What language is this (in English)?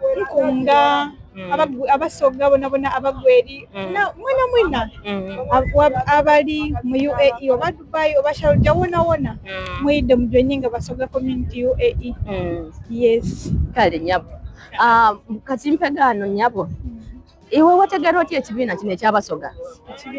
Soga